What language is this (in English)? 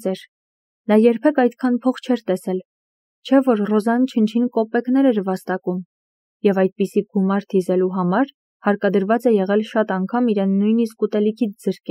Armenian